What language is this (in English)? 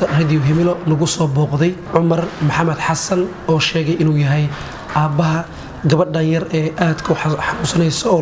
Somali